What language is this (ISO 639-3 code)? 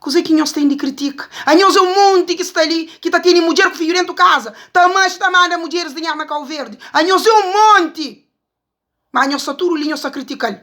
kea